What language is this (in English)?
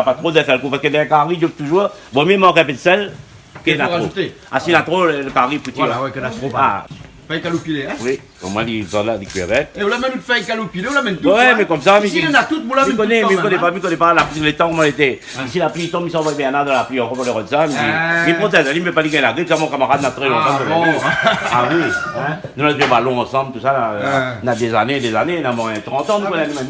Réunion Creole French